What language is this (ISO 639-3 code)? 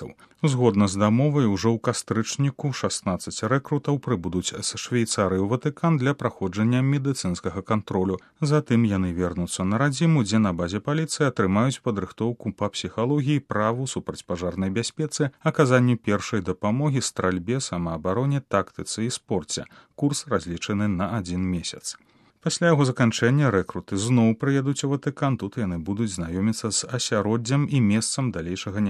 bel